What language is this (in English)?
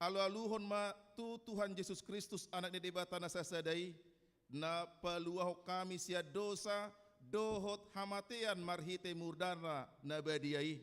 Batak Toba